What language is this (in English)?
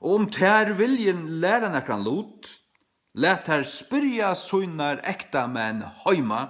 Faroese